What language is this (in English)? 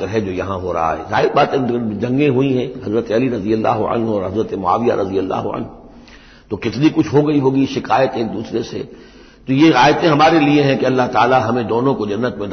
Urdu